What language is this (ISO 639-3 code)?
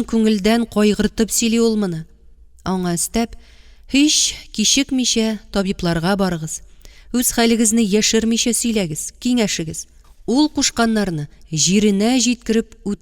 tat